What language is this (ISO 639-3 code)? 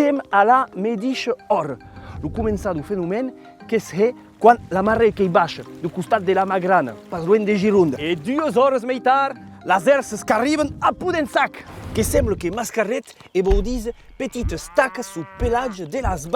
oci